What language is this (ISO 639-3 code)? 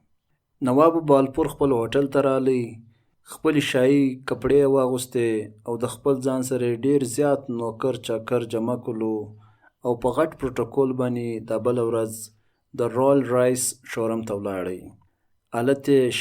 pus